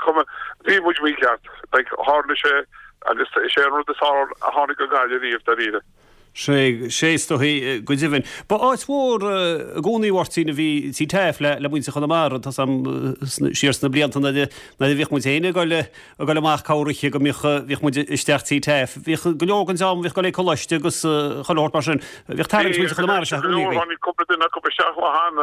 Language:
Irish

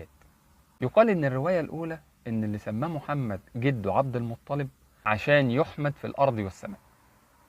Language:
Egyptian Arabic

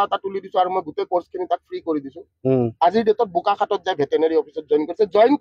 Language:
Assamese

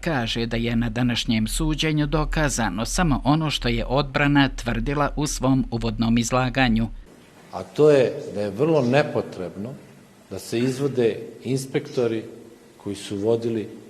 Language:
Bosnian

